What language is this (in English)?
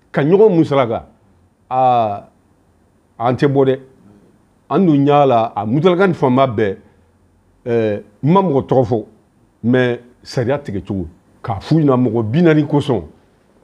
Bambara